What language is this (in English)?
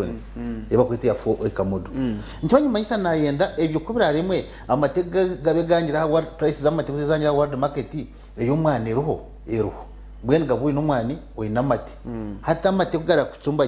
Nyankole